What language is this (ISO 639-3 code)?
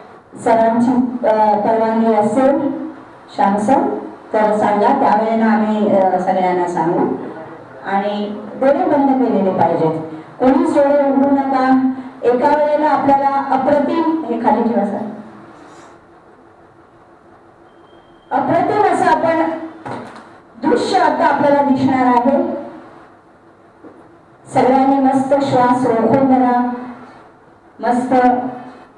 mar